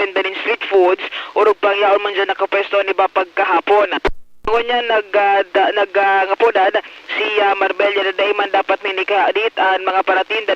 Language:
Bikol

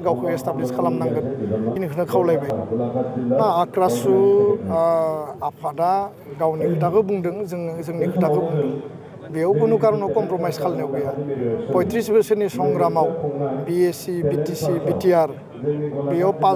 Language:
Bodo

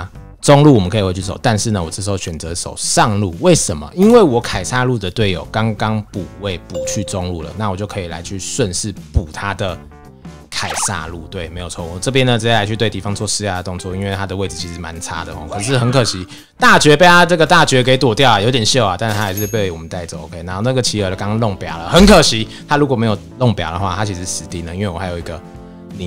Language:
Chinese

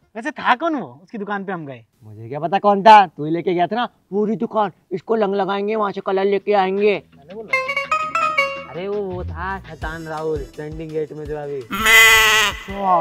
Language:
Hindi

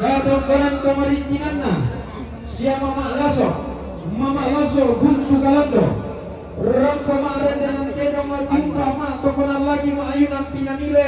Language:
Toraja-Sa'dan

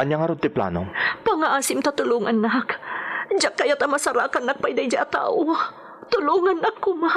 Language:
Iloko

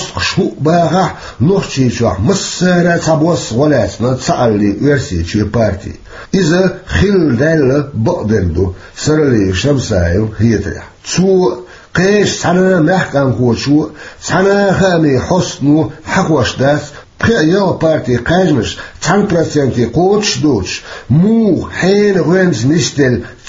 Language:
Chechen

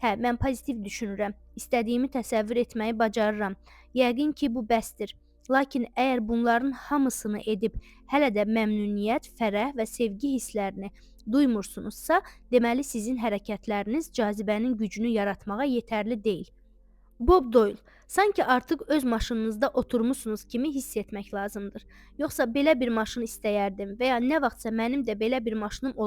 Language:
Azerbaijani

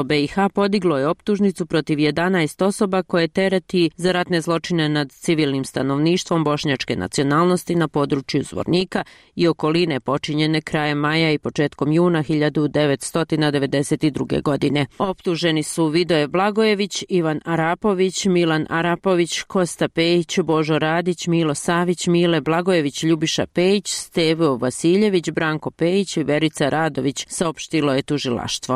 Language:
Bosnian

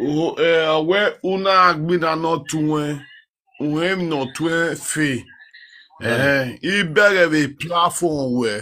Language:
Nigerian Pidgin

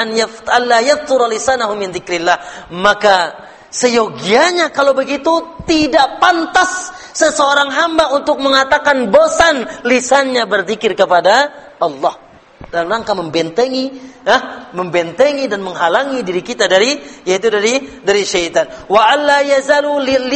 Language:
Indonesian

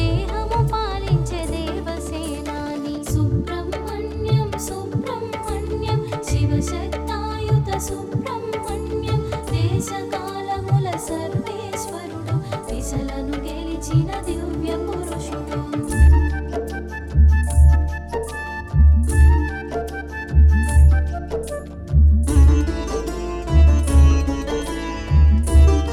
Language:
Telugu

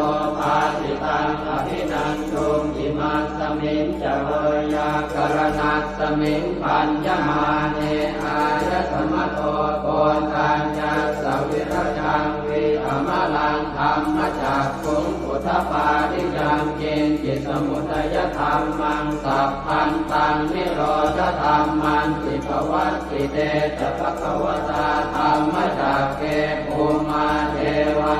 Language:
Pali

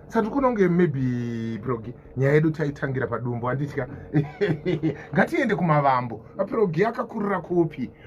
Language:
Shona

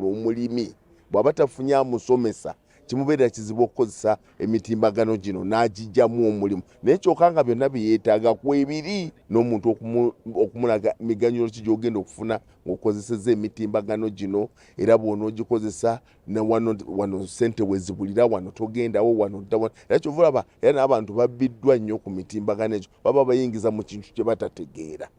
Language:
Ganda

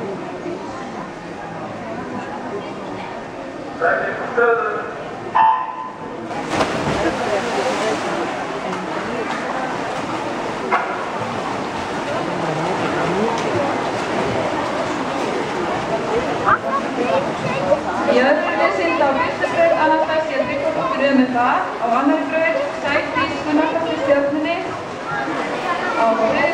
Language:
Icelandic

